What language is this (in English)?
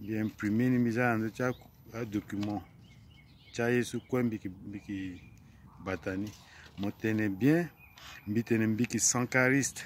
Sango